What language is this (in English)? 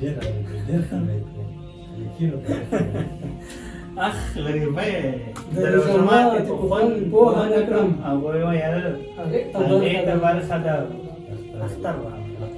Pashto